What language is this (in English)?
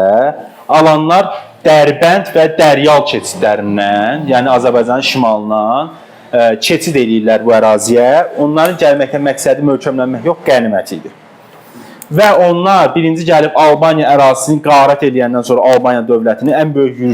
Azerbaijani